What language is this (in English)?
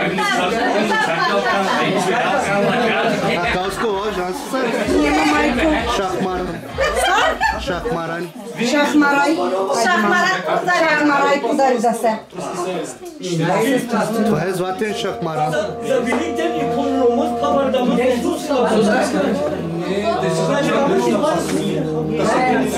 Bulgarian